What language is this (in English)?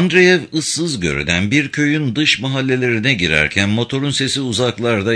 Turkish